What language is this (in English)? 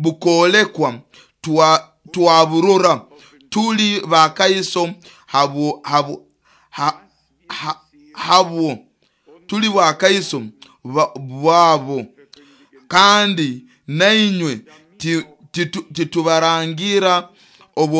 Nyoro